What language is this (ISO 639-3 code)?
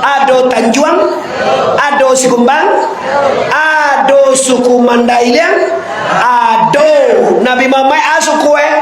min